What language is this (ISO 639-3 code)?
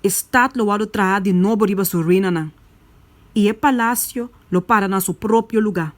pap